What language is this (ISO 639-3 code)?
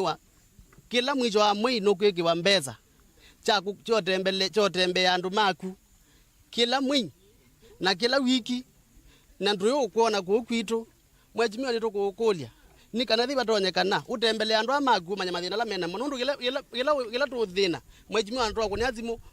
kam